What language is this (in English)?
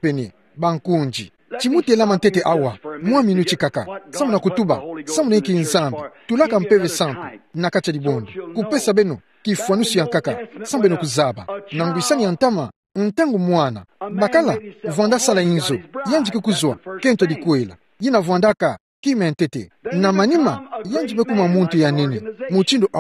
Kituba (Democratic Republic of Congo)